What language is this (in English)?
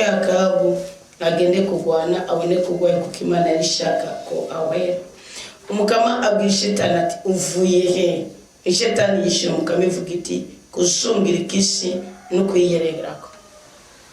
Rundi